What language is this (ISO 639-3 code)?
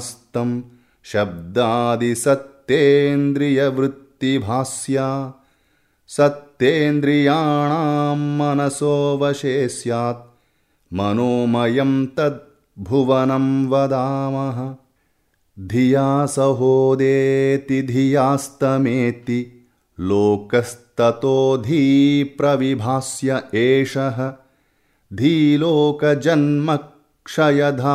san